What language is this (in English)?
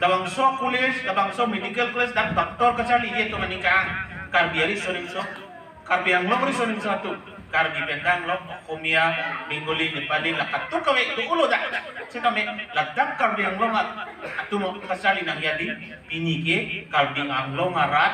Karbi